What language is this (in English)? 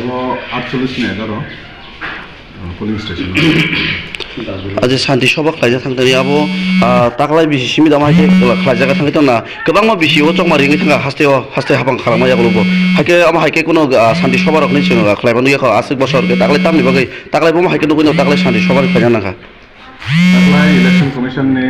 Kok Borok